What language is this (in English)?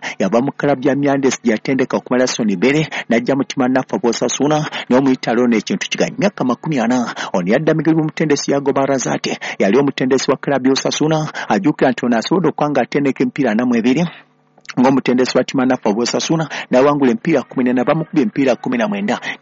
Ganda